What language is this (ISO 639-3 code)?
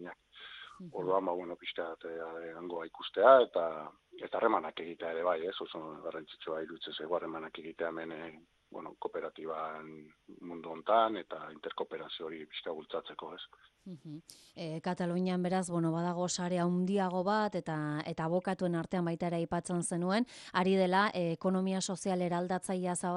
eus